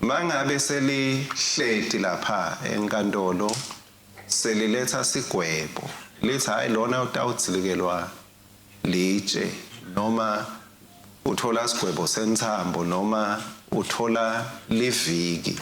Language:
Swati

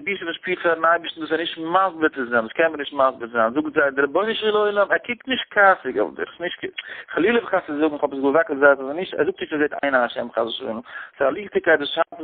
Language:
Yiddish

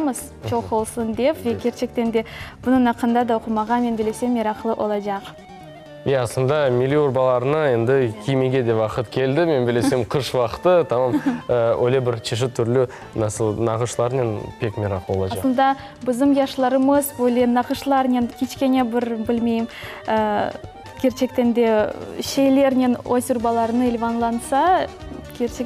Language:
Crimean Tatar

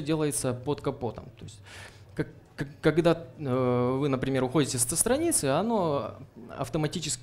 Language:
Russian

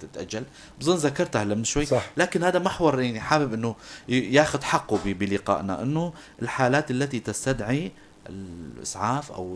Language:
North Levantine Arabic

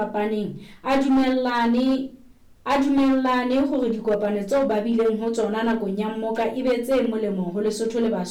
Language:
Southern Sotho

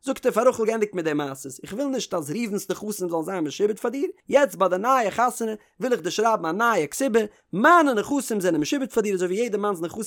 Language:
Yiddish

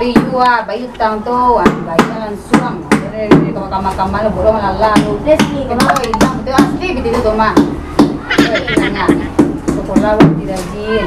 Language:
Minangkabau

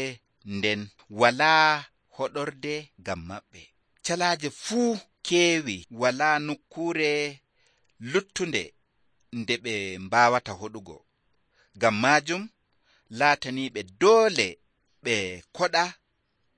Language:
Nigerian Fulfulde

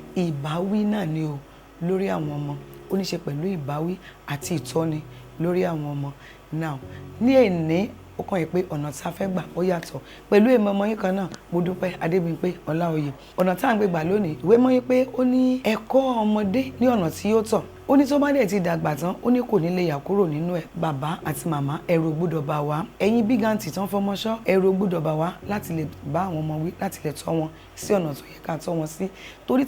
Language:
Yoruba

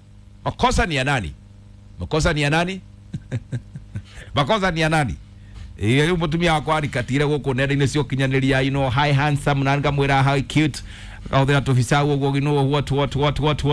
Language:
Kikuyu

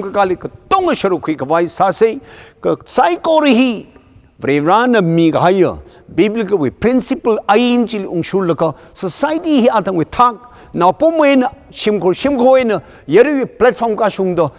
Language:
Tangkhul Naga (India)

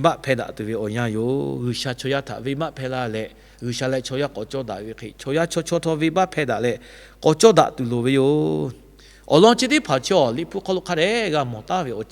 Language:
Lahu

